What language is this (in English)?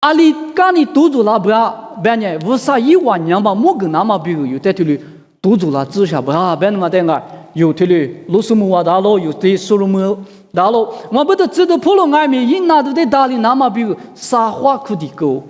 Lisu